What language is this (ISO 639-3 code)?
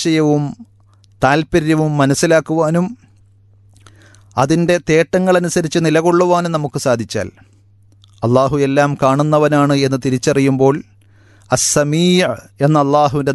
mal